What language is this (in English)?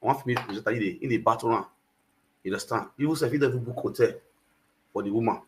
Nigerian Pidgin